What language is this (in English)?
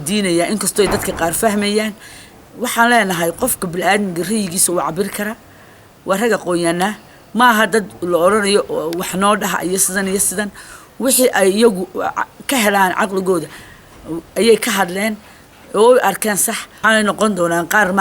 Somali